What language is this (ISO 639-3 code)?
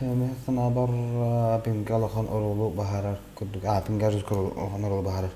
sah